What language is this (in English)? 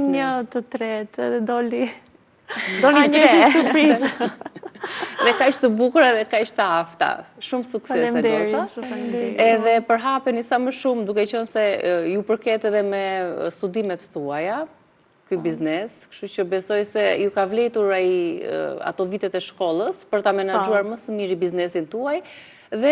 Albanian